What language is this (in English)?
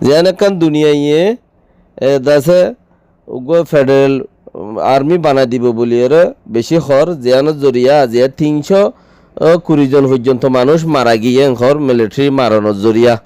Rohingya